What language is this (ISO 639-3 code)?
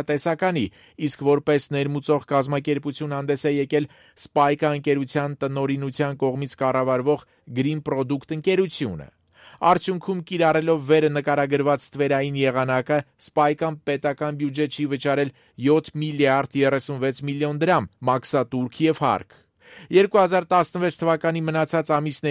hye